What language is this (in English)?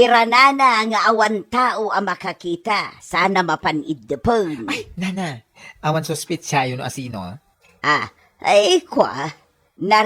Iloko